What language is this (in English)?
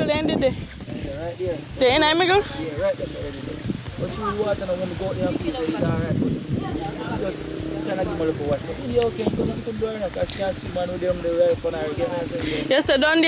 Jamaican Creole English